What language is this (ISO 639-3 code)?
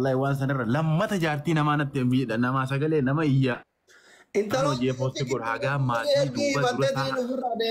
orm